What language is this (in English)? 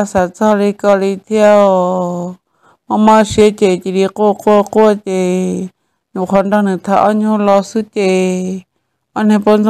Hmong